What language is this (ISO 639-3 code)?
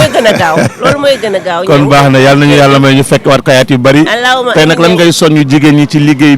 wol